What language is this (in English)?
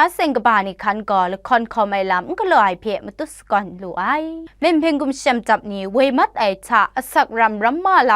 Kachin